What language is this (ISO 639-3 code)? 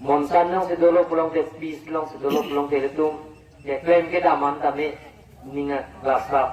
mjw